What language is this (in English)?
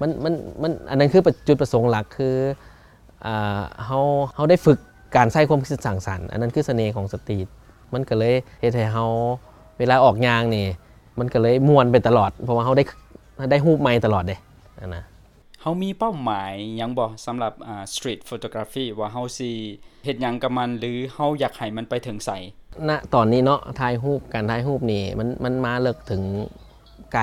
Lao